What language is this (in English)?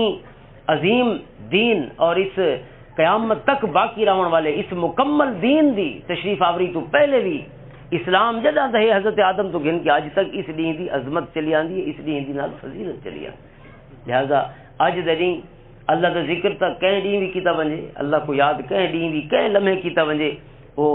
Western Panjabi